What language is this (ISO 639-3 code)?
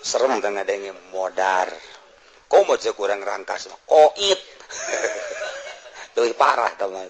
sun